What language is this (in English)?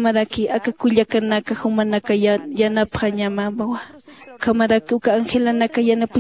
Aymara